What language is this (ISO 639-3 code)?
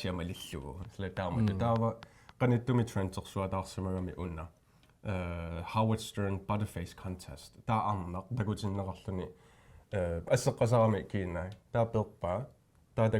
kal